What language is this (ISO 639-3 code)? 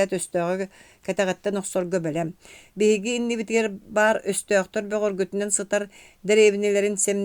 sah